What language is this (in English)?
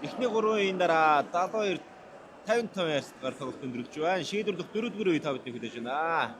Mongolian